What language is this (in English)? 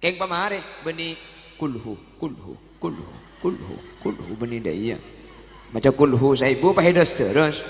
Madurese